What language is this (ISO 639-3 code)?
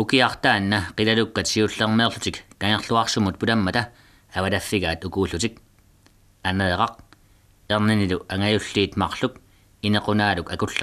kal